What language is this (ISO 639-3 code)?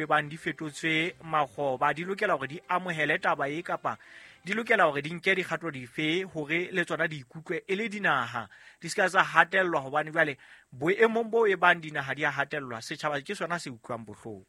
sot